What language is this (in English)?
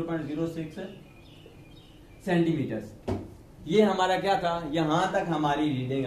Hindi